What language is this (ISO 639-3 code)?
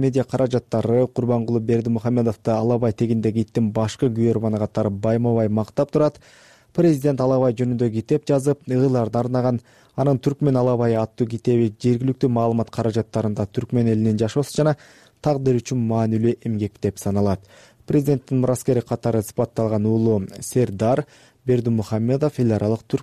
kir